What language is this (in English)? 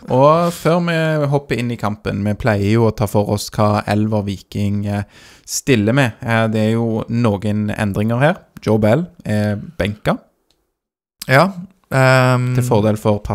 Norwegian